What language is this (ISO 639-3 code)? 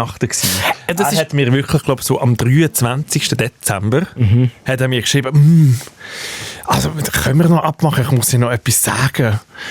gsw